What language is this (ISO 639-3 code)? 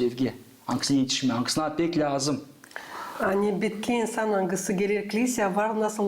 gag